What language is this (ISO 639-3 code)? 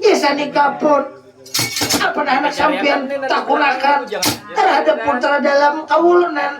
bjn